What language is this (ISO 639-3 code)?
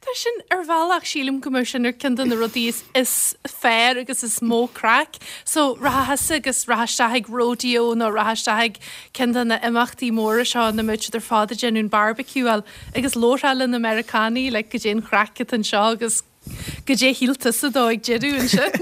gle